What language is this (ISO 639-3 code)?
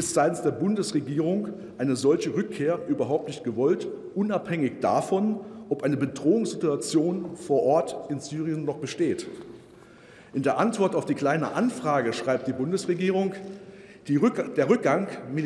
deu